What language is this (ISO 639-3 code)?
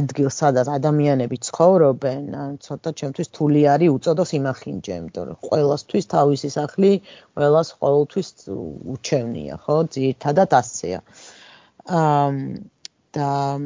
kat